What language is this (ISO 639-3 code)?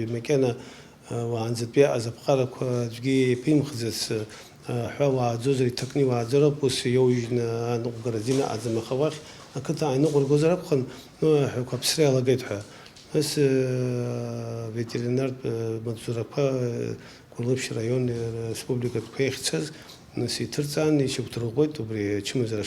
abk